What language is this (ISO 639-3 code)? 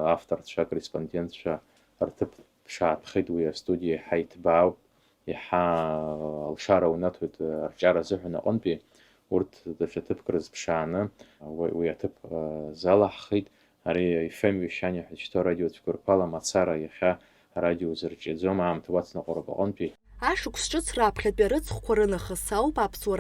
abk